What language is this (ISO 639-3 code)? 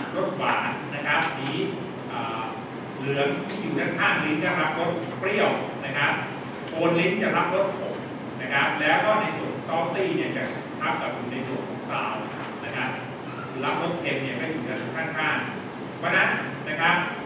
tha